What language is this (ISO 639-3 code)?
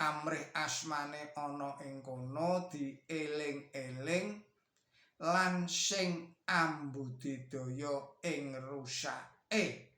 jav